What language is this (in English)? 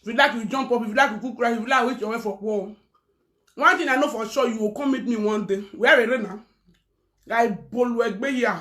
Nigerian Pidgin